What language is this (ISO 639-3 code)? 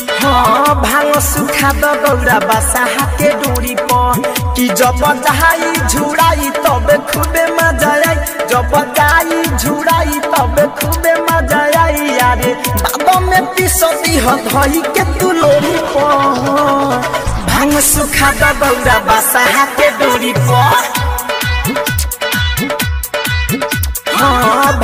bho